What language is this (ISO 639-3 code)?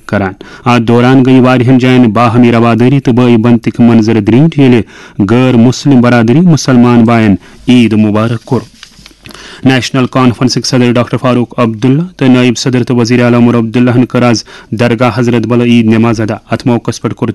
kas